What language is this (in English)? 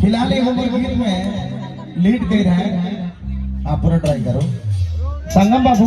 Sadri